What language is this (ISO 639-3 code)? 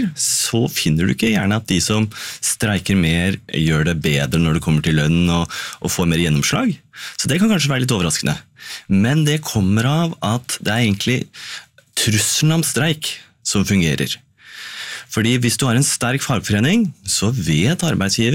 nor